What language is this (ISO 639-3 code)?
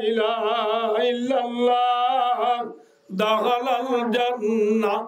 rhg